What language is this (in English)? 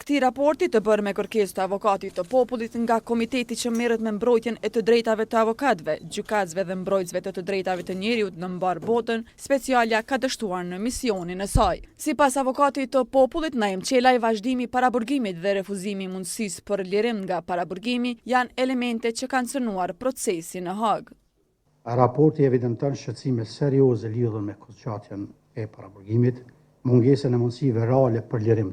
Albanian